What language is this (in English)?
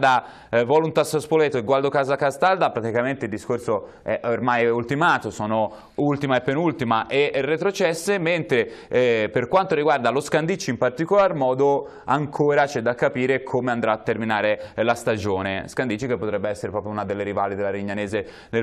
Italian